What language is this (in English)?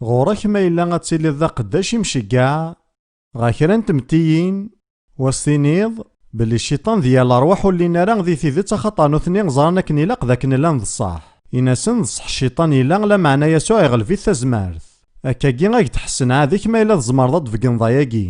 Kabyle